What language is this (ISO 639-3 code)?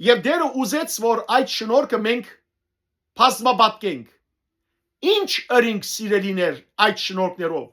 hyw